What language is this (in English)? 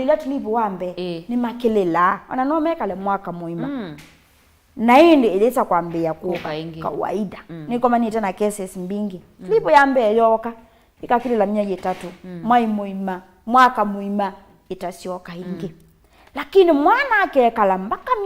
Kamba